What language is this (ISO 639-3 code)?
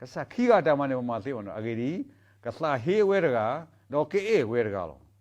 ksw